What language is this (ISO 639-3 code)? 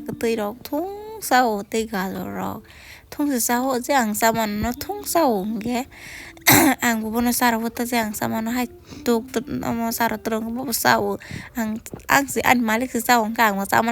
trp